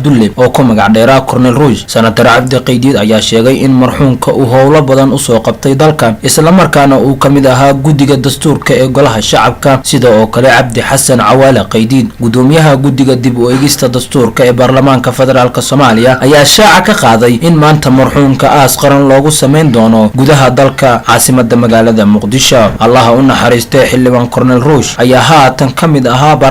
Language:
Somali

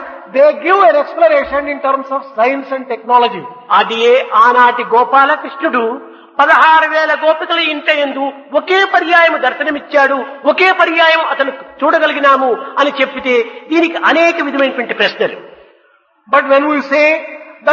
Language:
Telugu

